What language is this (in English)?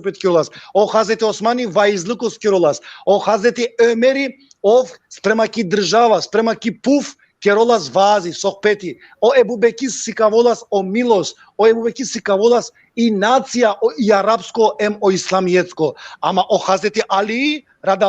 Balkan Romani